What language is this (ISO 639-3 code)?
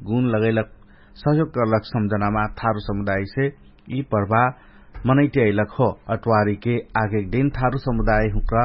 thl